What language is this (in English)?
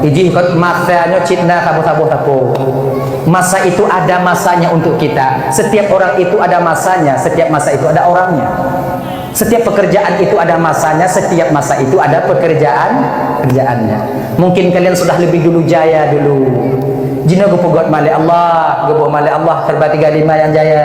Achinese